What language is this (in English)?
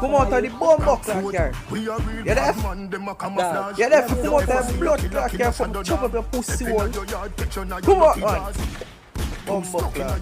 Jamaican Creole English